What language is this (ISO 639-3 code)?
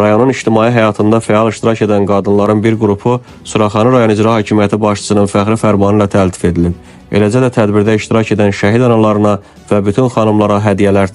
aze